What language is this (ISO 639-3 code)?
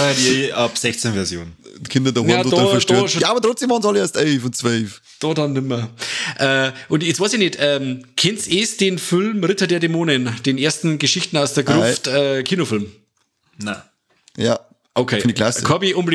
bar